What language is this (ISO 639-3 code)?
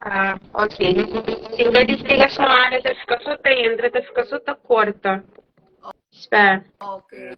kea